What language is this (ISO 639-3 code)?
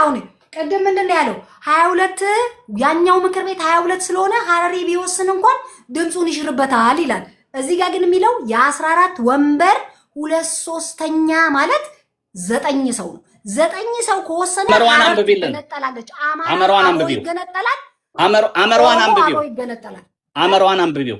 amh